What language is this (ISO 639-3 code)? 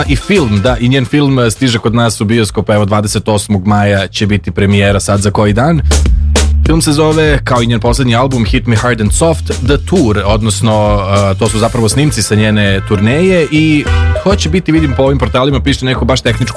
srp